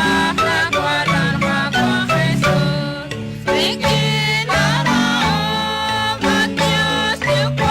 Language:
Kekchí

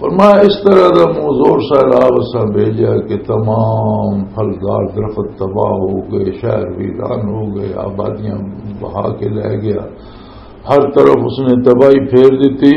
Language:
Western Panjabi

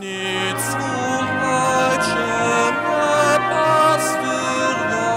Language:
Upper Sorbian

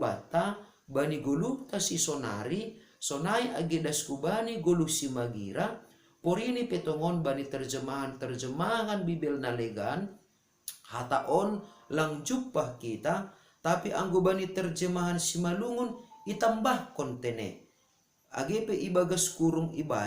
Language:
Batak Simalungun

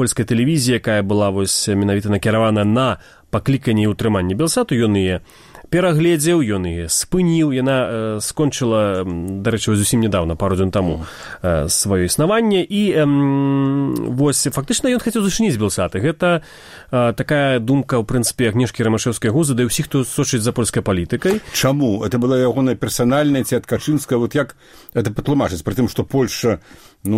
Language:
Belarusian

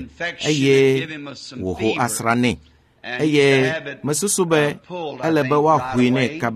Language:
Ewe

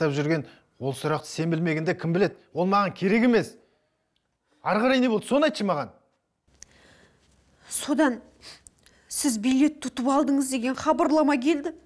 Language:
Kazakh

